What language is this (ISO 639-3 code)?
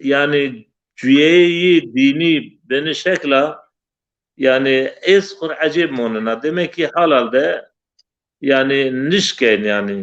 zza